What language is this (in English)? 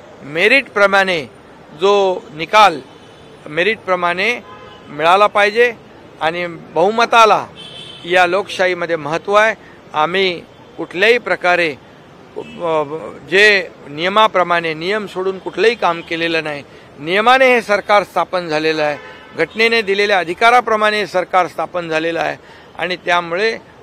Marathi